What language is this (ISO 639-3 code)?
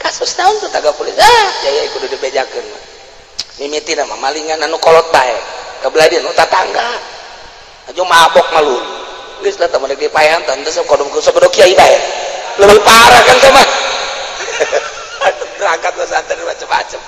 sun